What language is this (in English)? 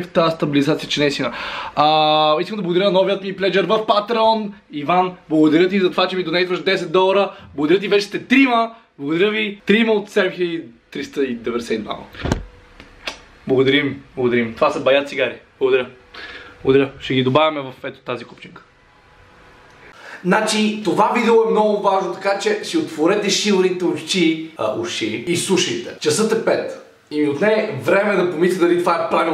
Bulgarian